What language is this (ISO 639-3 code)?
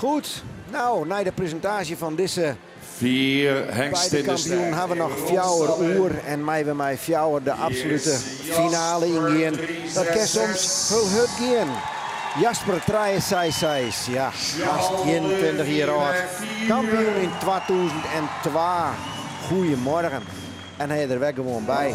fry